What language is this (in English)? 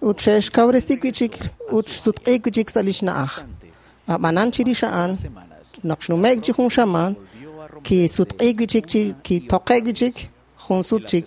Kekchí